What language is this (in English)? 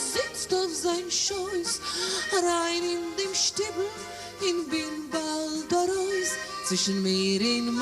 Yiddish